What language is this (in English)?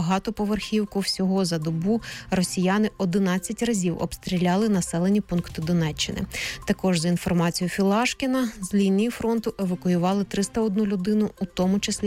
Ukrainian